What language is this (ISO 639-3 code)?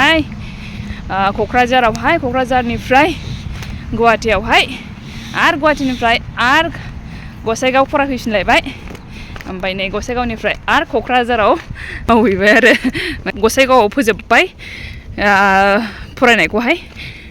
brx